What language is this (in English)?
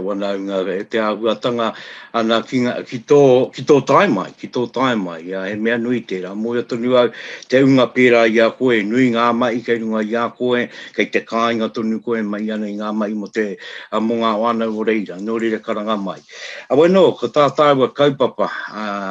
Māori